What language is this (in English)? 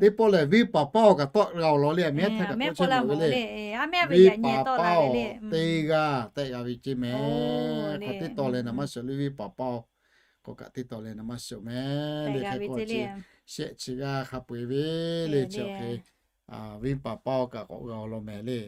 Lahu